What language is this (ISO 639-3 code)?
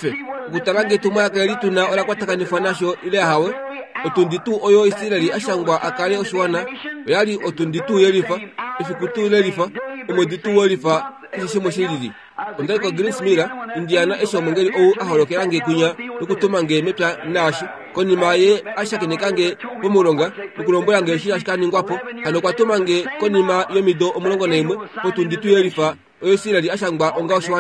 kua